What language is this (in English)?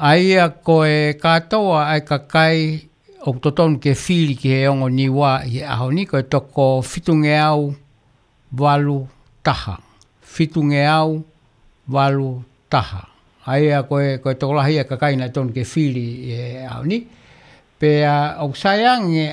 Tongan